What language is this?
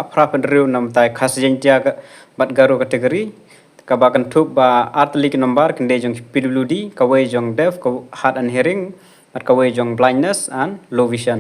Khasi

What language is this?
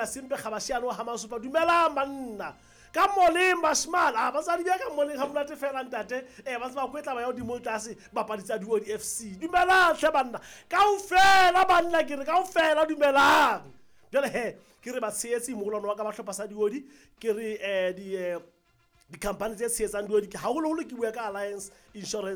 Southern Sotho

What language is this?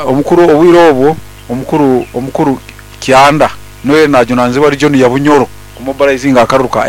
Nyoro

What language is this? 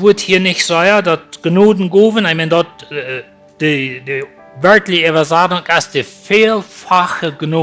Plautdietsch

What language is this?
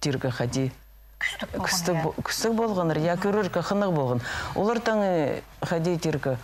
Khakas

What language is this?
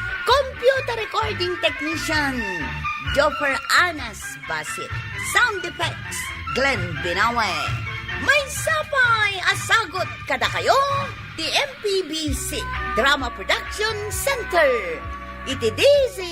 Iloko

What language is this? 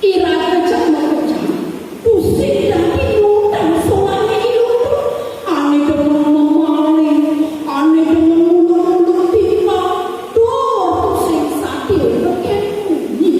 Balinese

